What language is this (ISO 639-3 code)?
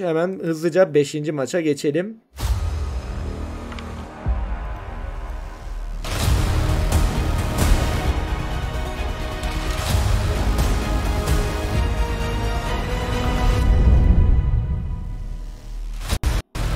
tur